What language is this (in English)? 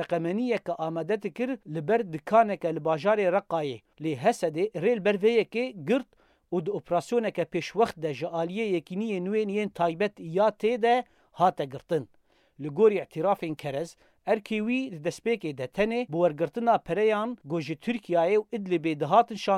Kurdish